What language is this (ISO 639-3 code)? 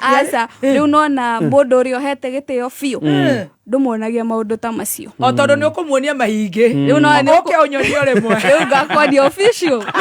kik